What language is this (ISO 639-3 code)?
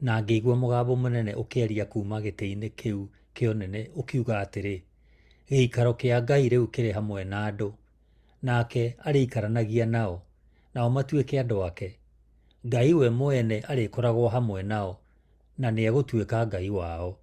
kik